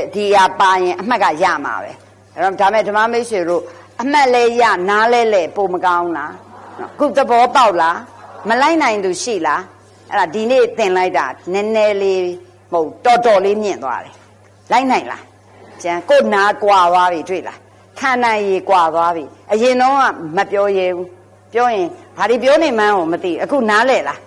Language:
Burmese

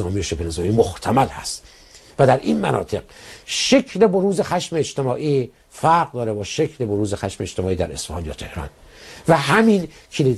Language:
Persian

